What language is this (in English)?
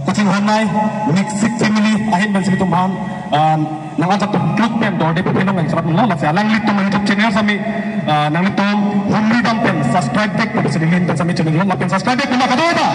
Karbi